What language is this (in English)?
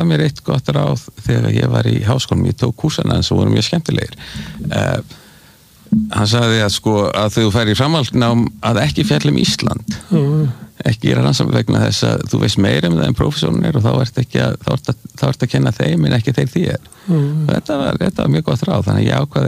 Icelandic